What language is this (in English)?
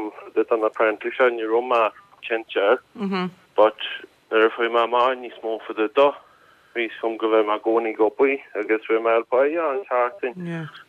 Irish